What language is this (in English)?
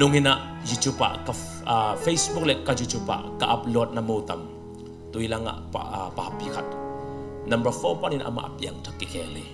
Tedim Chin